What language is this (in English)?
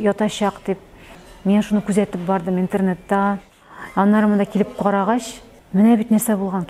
Tatar